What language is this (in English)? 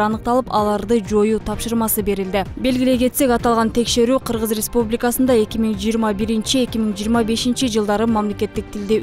Kyrgyz